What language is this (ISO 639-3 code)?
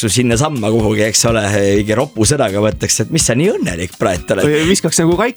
est